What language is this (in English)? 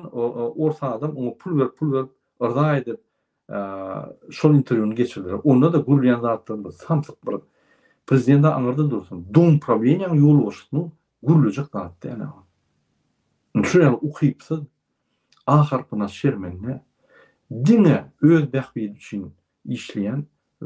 Turkmen